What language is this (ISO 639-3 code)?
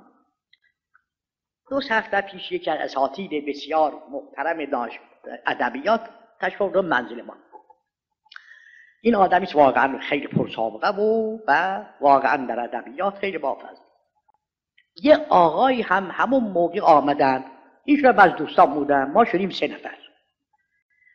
fas